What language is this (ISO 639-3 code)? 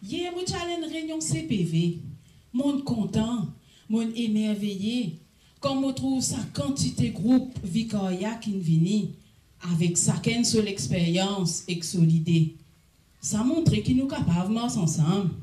mfe